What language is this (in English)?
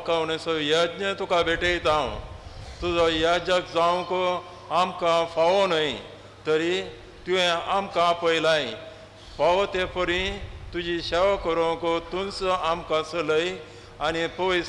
Konkani